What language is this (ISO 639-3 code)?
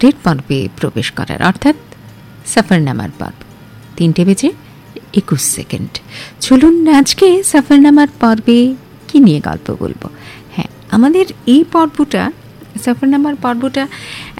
ben